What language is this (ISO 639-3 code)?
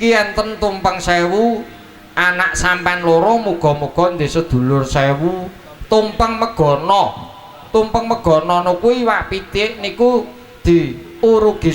jav